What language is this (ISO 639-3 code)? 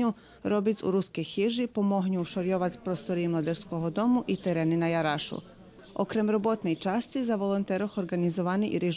rue